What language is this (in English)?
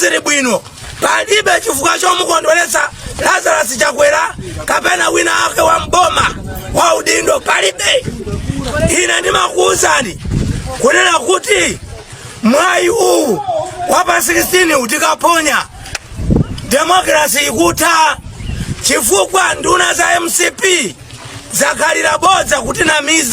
Nyanja